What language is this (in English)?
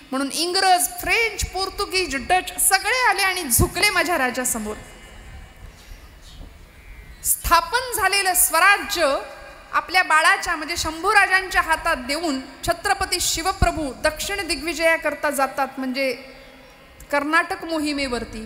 Marathi